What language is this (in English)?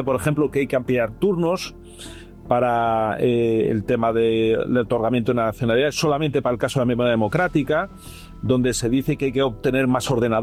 Spanish